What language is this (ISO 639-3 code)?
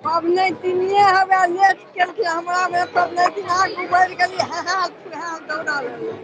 mai